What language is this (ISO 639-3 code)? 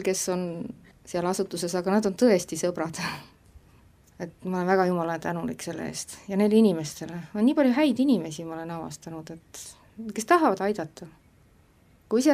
est